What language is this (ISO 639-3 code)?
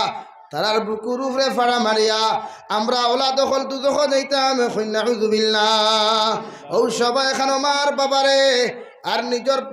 syl